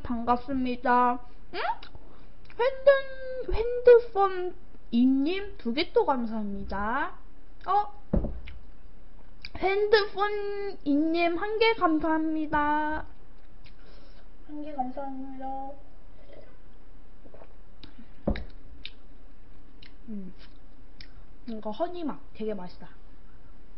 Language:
Korean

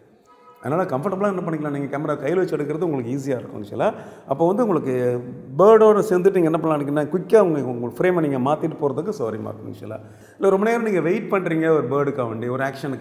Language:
Tamil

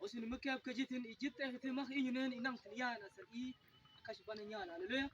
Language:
Mabaan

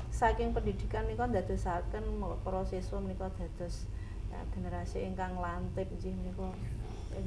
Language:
Javanese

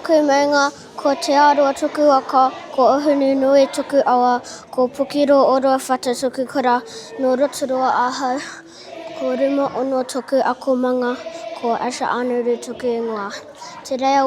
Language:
Māori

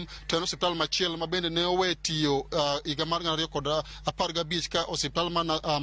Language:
Luo (Kenya and Tanzania)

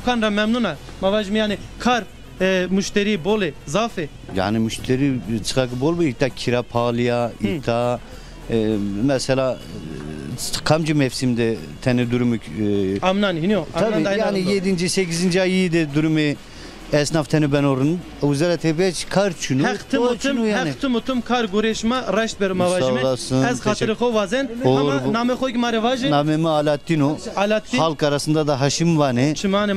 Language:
Zaza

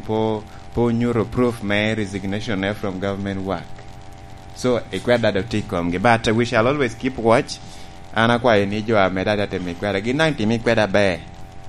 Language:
Lango (Uganda)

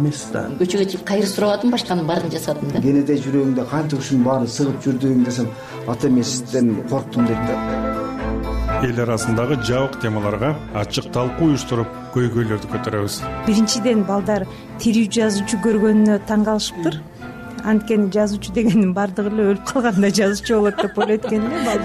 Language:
Kyrgyz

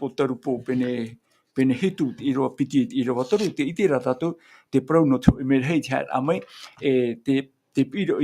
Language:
Tahitian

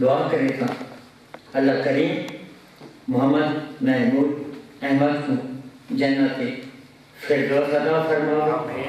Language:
Saraiki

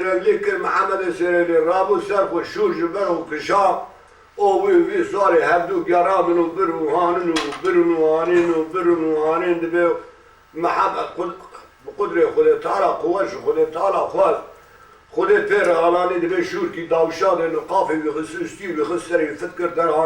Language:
Kurdish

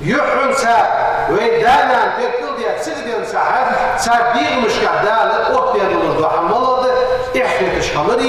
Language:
Ingush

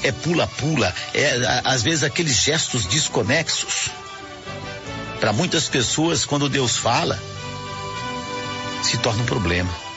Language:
Portuguese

